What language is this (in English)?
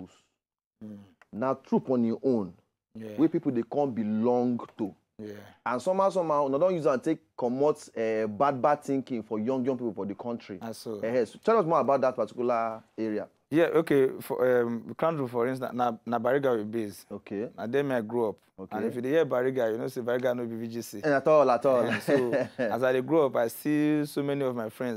Nigerian Pidgin